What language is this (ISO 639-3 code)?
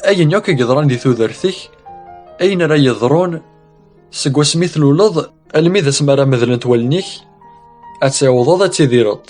kab